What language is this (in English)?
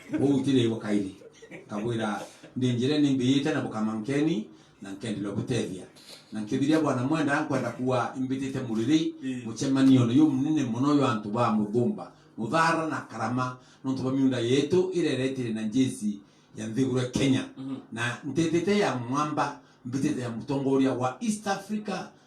Meru